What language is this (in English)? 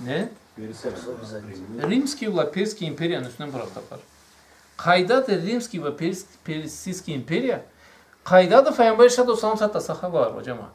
Karachay-Balkar